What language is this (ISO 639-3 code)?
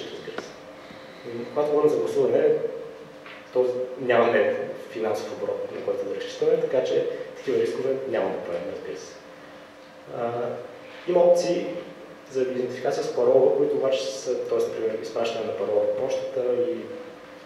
bul